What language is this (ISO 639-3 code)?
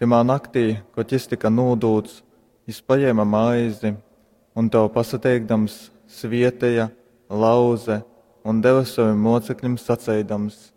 ltg